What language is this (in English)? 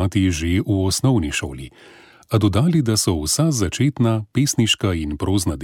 Slovenian